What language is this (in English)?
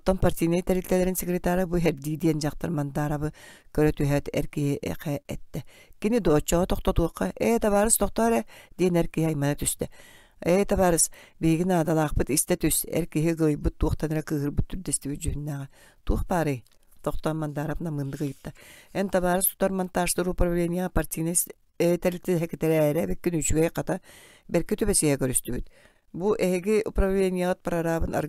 Yakut